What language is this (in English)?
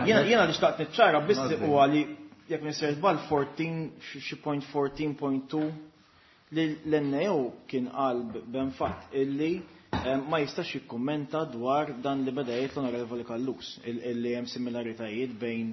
Maltese